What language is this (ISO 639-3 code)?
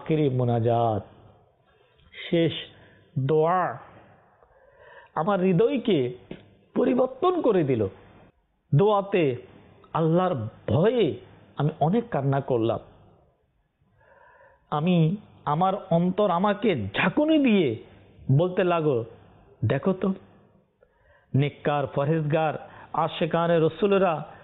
ben